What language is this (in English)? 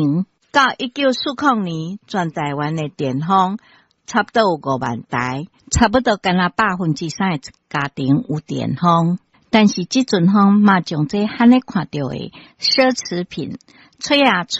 Min Nan Chinese